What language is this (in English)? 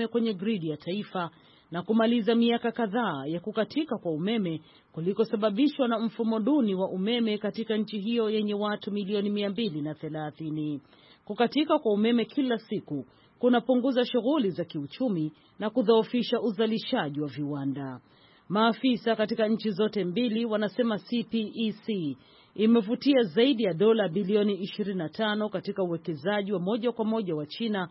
Swahili